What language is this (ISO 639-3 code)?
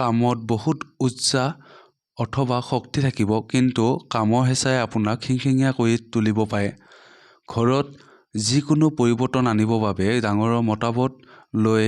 asm